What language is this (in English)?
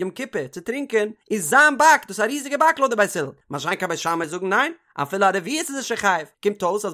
Yiddish